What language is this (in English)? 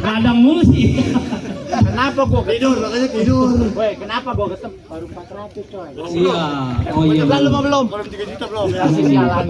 Betawi